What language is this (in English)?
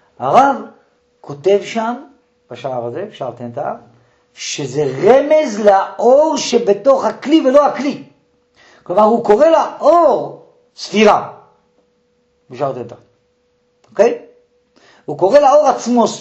Hebrew